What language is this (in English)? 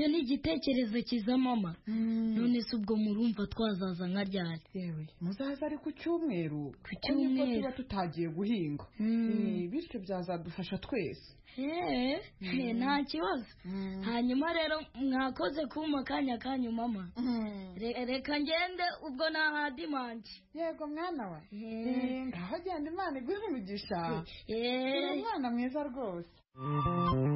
Kinyarwanda